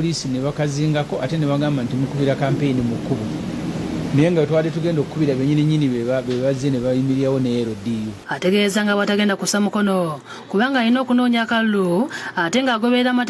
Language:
Ganda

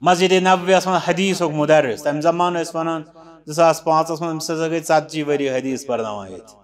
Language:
Kashmiri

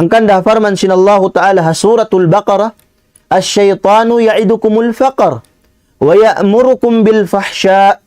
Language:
Tausug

